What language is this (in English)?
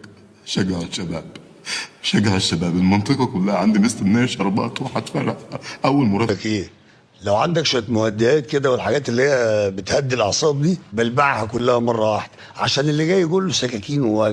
Egyptian Arabic